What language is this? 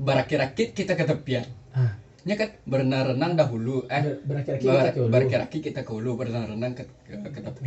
Minangkabau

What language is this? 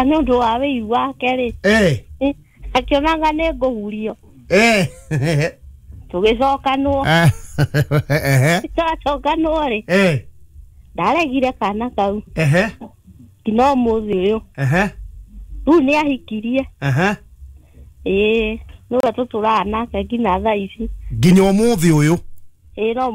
Kikuyu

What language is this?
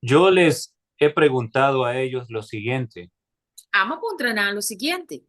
Papiamento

